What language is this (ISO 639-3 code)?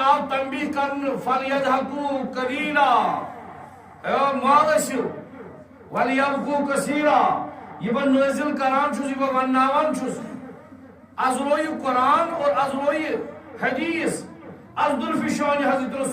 kas